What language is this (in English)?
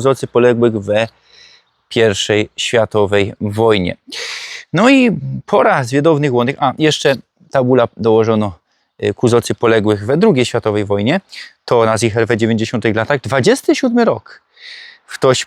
Silesian